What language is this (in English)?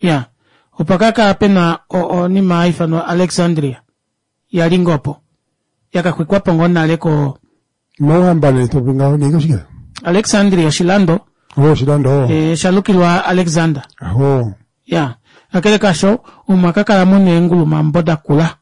Kuanyama